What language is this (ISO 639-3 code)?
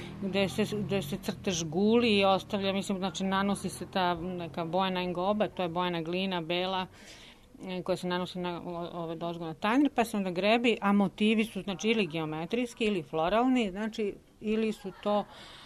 srp